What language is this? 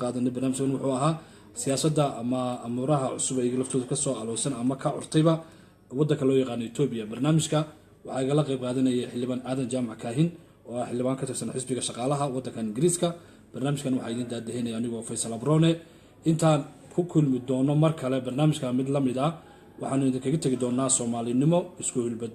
Somali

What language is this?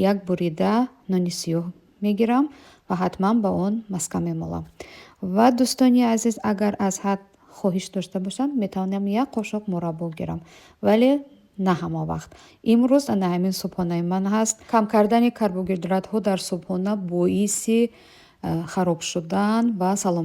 Tajik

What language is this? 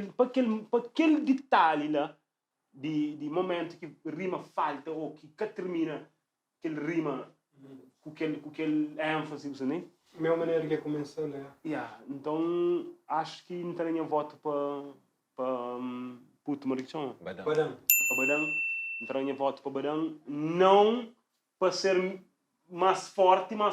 Kabuverdianu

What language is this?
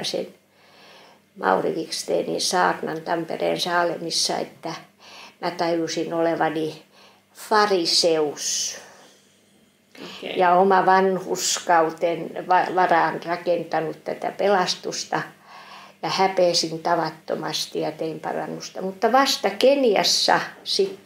Finnish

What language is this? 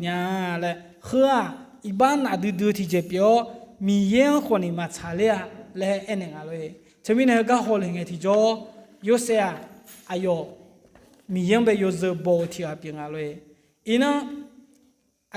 Akha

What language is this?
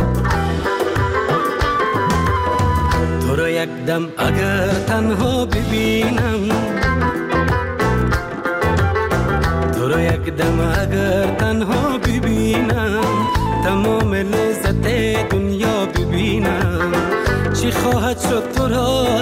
Persian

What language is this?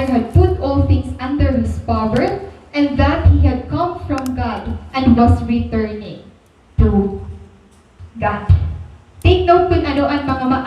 Waray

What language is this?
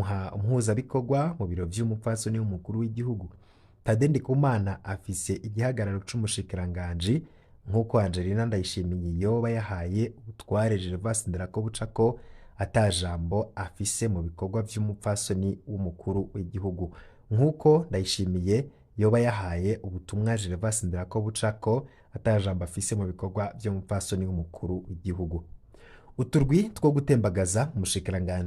Rundi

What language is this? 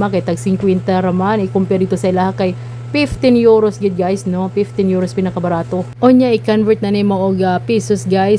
Cebuano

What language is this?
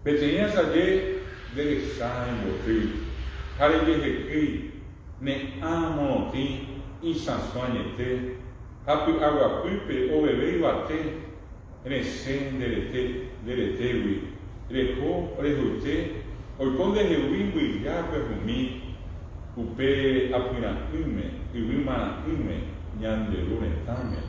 Guarani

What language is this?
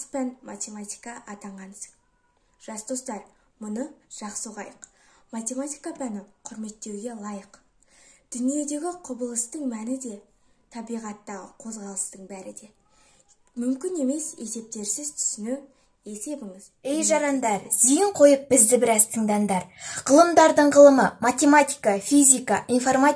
Kazakh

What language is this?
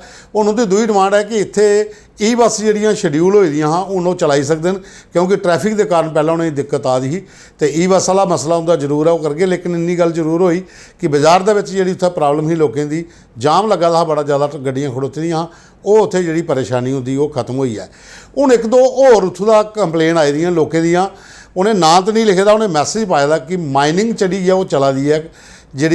Dogri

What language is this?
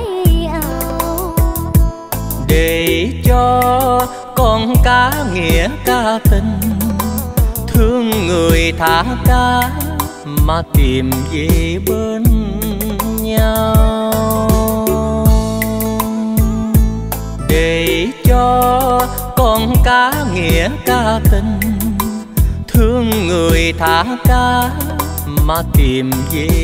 Vietnamese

